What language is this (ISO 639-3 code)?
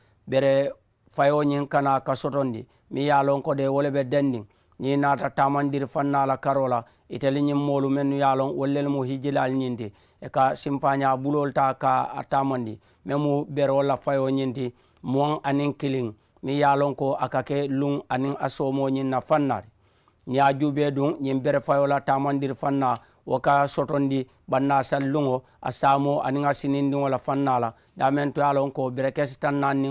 man